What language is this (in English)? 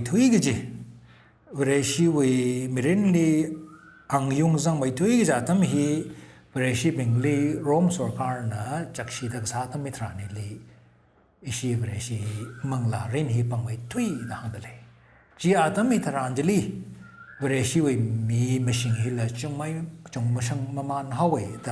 Tangkhul Naga (India)